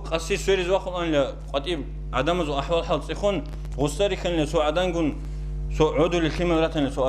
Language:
Avaric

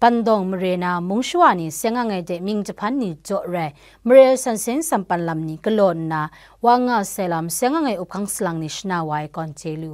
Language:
Kachin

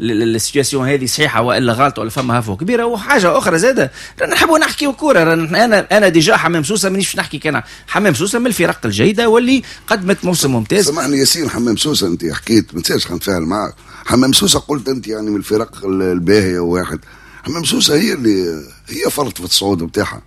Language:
Tunisian Arabic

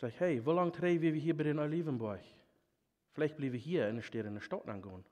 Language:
Plautdietsch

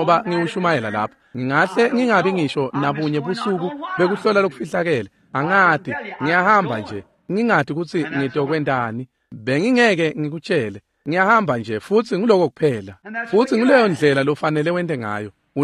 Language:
Swati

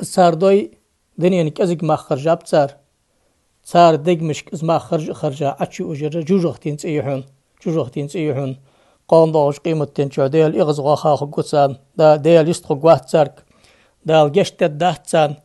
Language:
Ingush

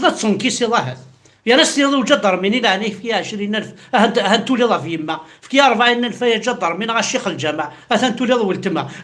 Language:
Kabyle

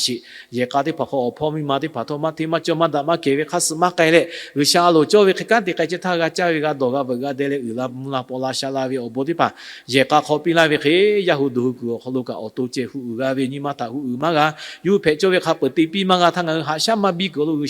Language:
Lahu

